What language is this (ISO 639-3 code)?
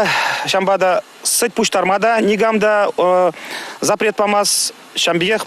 chv